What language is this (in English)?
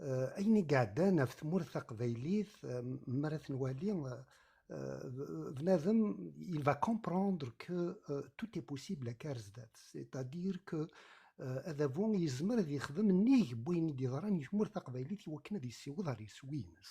Kabyle